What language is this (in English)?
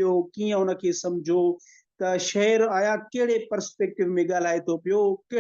Sindhi